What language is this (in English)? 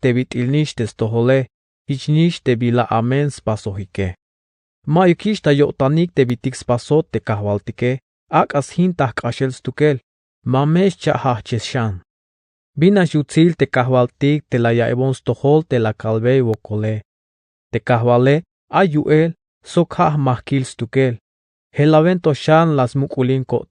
Tzeltal